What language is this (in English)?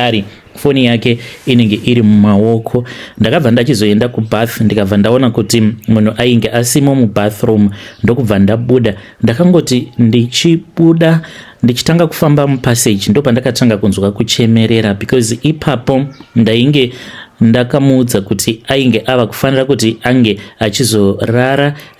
Shona